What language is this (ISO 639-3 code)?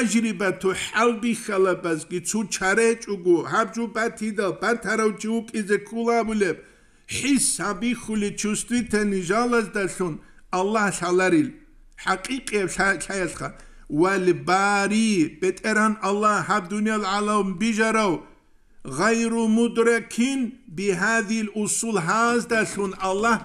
ava